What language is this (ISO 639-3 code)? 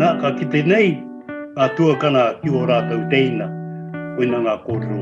mri